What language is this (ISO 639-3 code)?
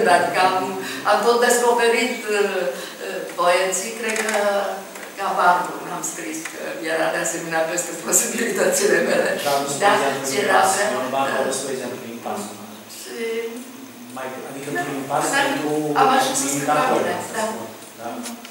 ron